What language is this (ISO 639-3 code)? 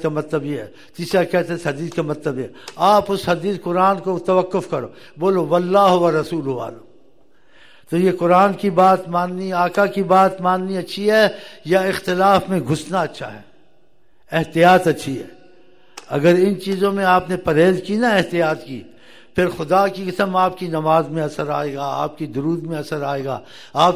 urd